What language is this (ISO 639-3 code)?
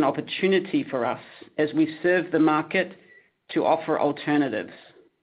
eng